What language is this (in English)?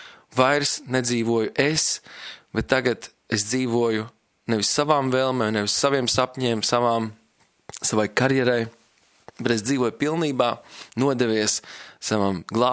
Latvian